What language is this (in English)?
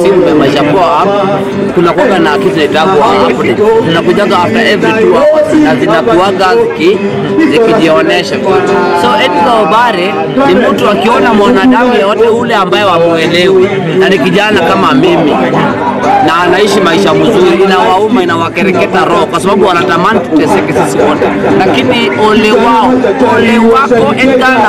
Swahili